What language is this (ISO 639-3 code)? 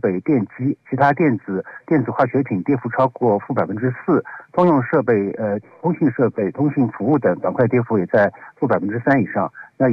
zho